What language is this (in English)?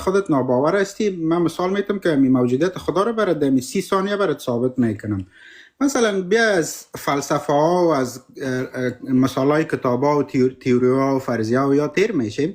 Persian